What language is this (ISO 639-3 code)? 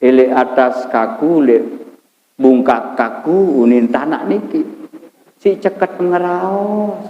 sas